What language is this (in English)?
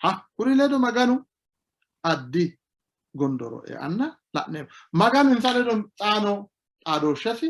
Sidamo